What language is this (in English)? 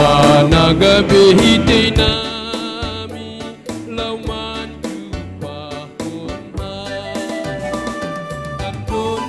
Batak Simalungun